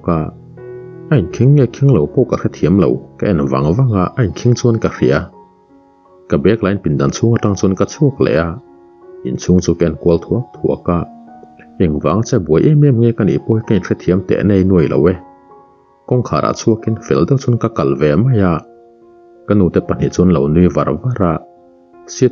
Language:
Mizo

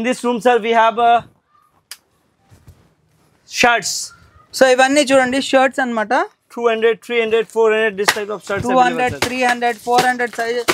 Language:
Telugu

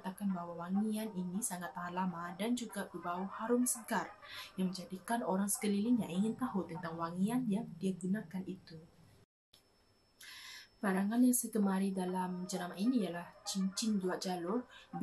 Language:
Malay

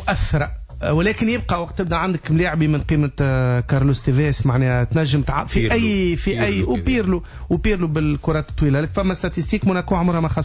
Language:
Tunisian Arabic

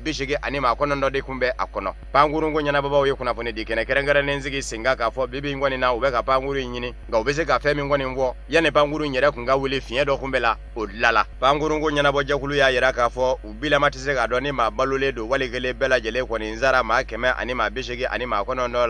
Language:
Bambara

